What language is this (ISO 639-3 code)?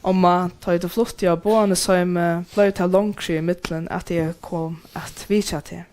fao